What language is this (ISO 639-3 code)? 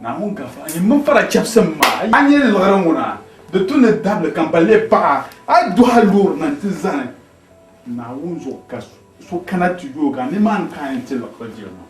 dag